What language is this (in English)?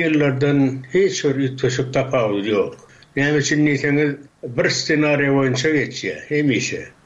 Turkmen